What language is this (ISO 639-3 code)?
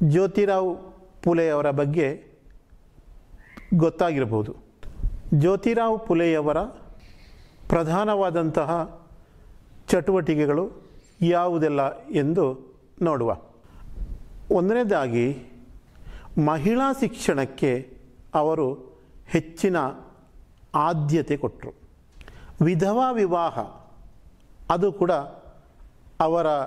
kan